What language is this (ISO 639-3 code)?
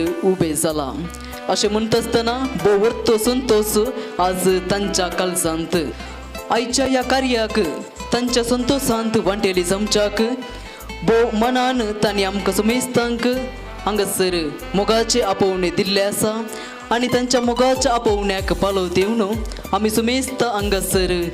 kok